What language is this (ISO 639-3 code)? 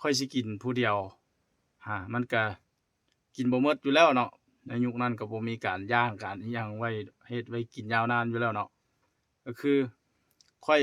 lao